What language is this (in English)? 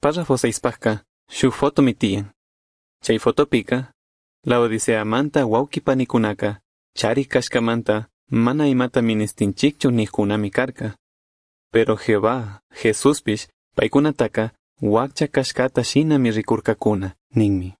Chimborazo Highland Quichua